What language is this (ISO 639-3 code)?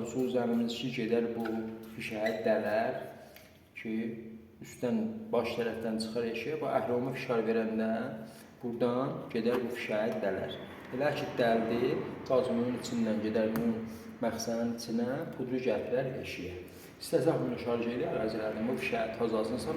aze